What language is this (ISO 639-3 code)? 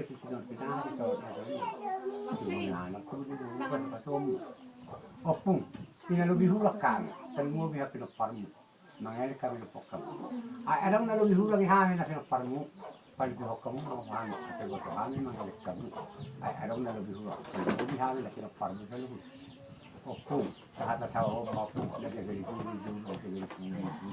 bbc